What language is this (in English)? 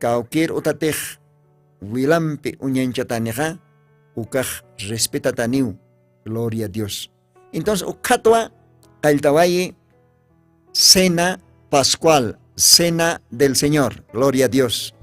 Aymara